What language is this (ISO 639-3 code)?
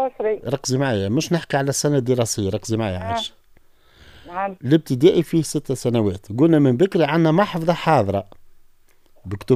aeb